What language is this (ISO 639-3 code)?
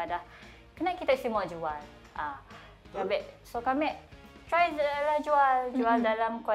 msa